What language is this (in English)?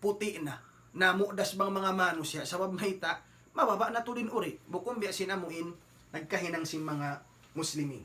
Tausug